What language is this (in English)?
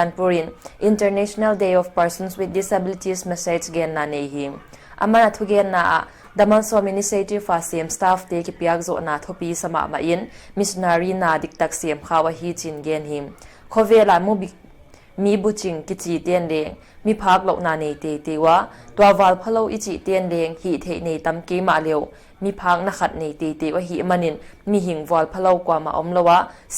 Paite Chin